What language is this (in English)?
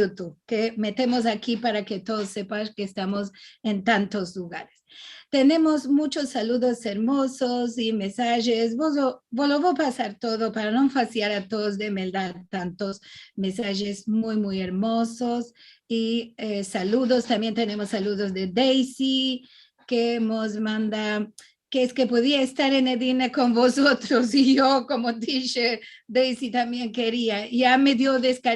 Ladino